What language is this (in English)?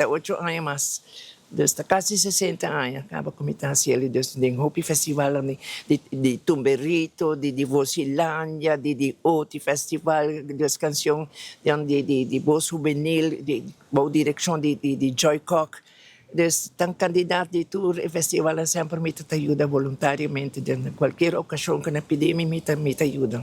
Papiamento